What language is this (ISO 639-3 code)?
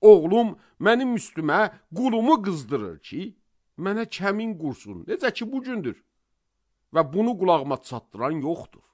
aze